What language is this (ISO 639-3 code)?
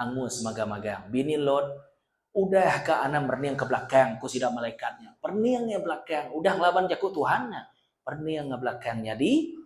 iba